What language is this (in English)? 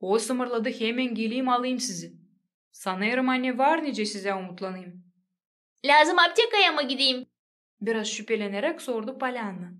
Gagauz